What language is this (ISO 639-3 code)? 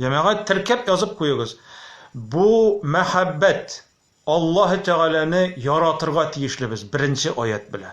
tat